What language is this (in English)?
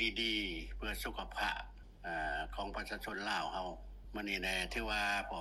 Lao